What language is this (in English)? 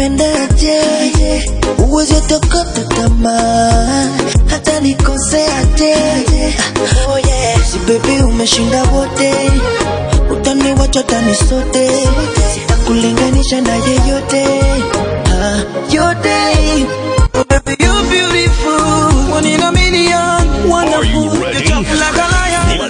Swahili